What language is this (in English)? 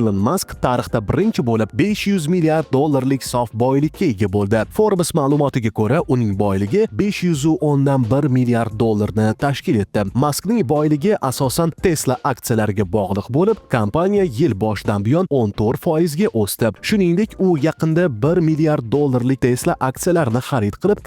Uzbek